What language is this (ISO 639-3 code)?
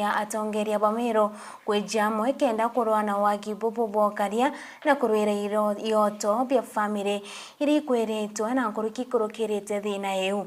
mer